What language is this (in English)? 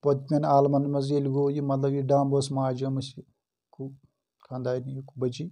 Kashmiri